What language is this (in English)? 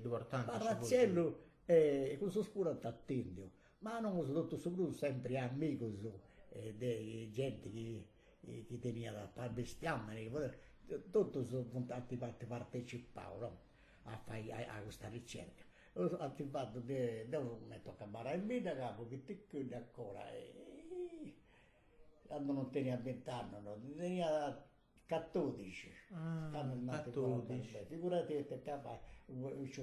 Sardinian